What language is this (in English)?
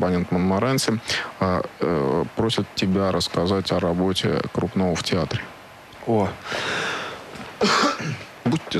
Russian